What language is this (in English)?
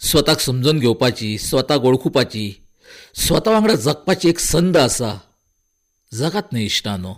Konkani